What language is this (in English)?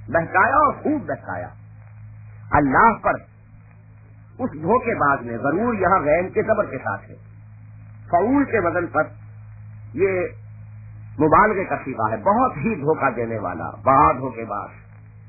Urdu